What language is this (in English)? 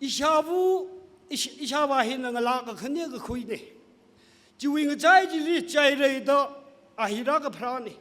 Tangkhul Naga (India)